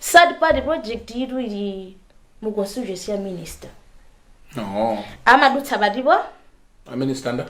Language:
Nyanja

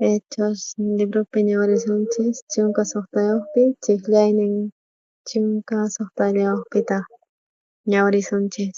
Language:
South Bolivian Quechua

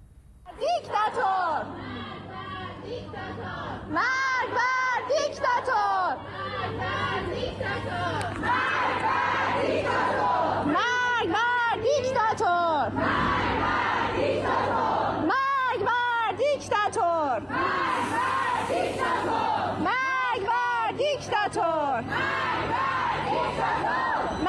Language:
Persian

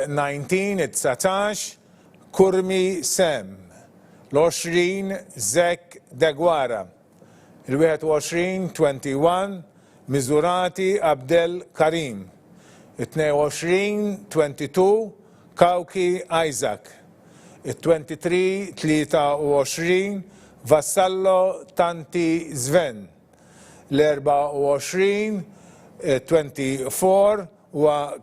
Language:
Maltese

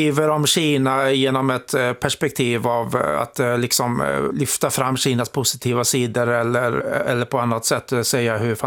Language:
Swedish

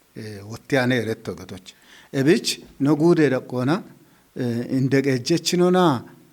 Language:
Kafa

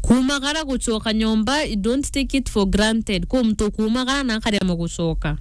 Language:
Meru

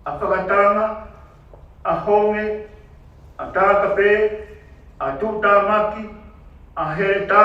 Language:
Tongan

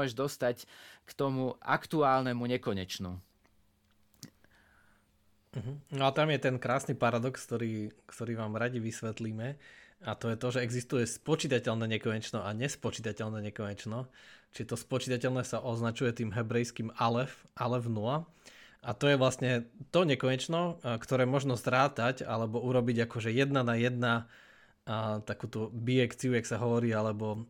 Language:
Slovak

